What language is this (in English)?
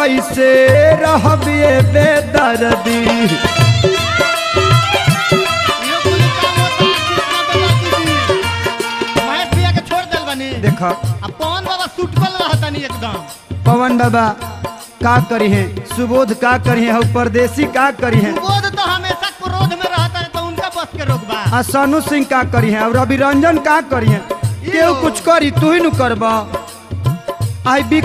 Bhojpuri